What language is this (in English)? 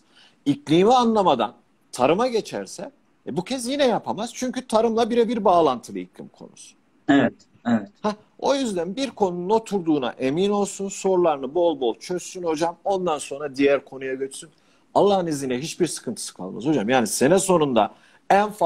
Turkish